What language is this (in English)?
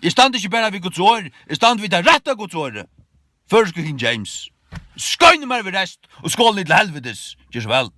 Faroese